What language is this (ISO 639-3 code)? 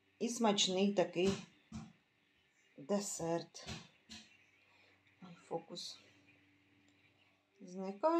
ukr